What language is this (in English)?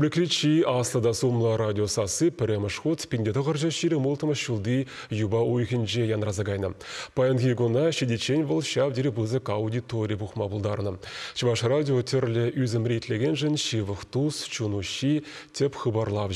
Chuvash